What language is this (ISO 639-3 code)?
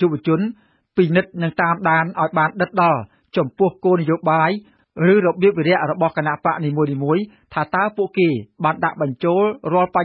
khm